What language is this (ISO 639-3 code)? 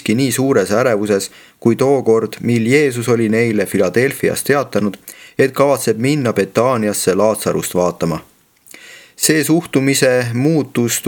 est